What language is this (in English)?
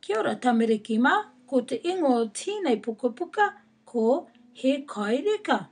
Māori